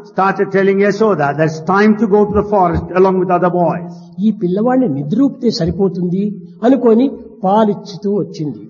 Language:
Telugu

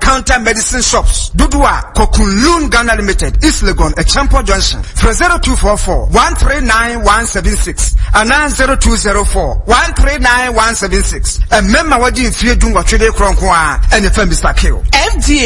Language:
Akan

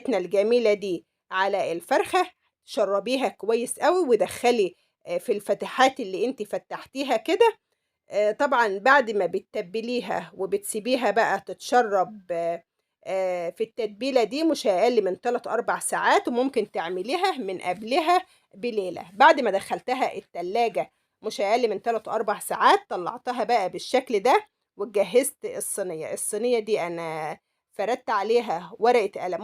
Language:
Egyptian Arabic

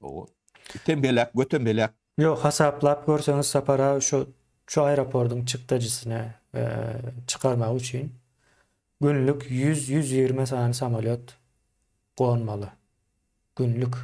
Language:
Turkmen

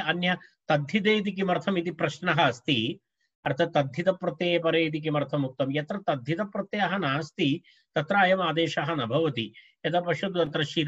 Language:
Sanskrit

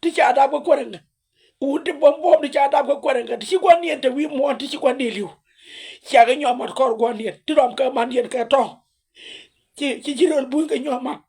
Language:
Nuer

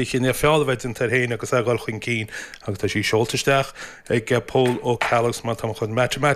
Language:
Irish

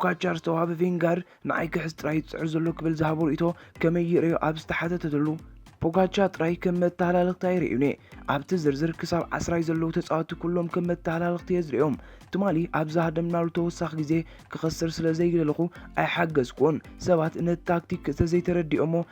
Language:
Tigrinya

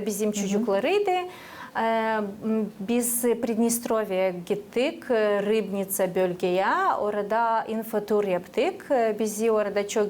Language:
Gagauz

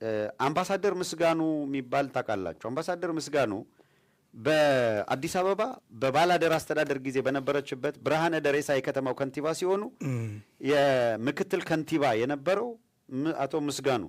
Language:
Amharic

